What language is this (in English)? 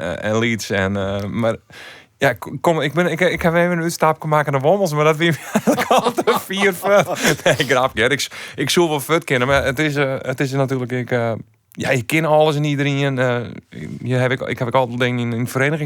Western Frisian